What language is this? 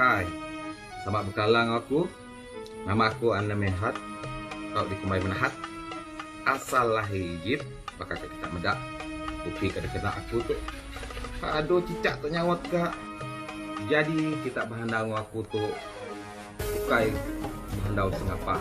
Iban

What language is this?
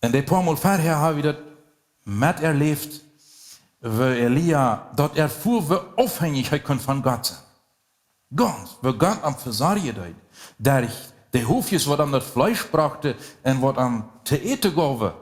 Plautdietsch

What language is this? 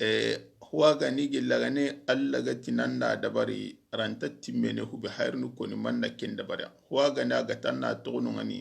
Soninke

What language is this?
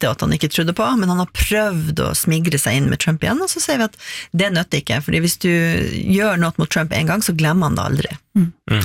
Norwegian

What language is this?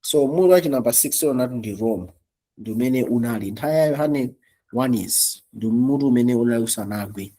Nyanja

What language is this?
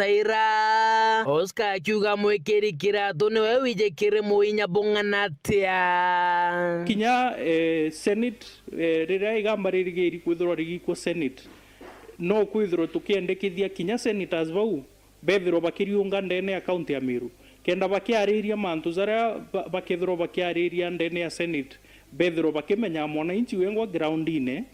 Meru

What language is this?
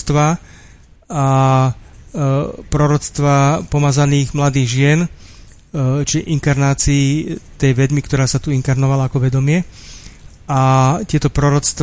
Slovak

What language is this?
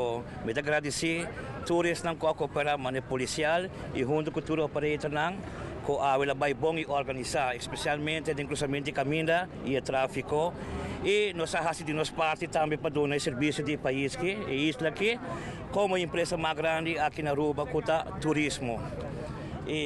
Papiamento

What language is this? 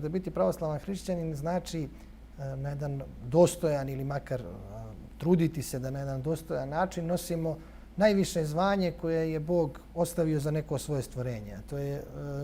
Bosnian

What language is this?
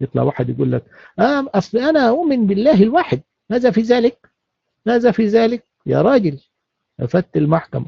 Egyptian Arabic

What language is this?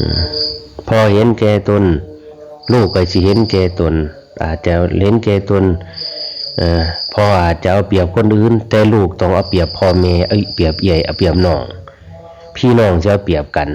Lao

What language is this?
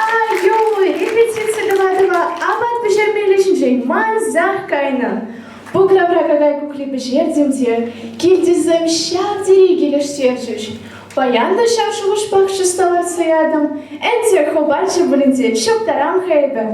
Chuvash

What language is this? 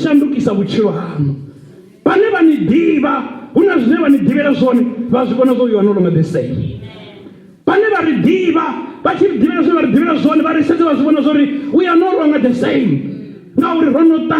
Venda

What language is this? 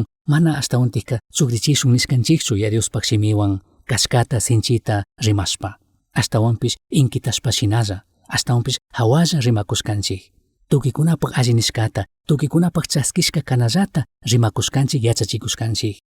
Chimborazo Highland Quichua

